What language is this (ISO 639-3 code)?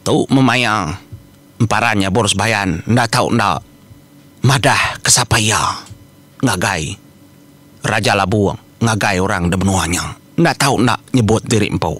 iba